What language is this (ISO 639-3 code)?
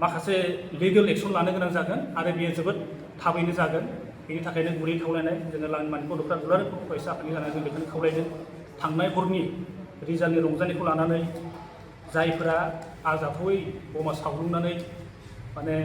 brx